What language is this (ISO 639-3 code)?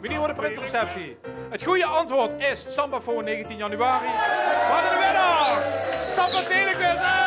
lim